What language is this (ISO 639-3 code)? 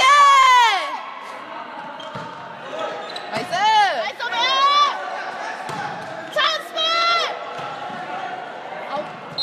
kor